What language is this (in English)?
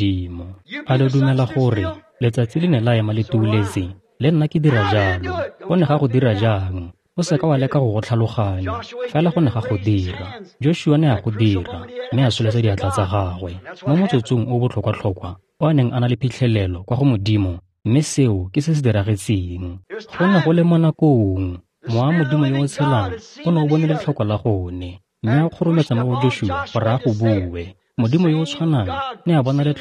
Tswana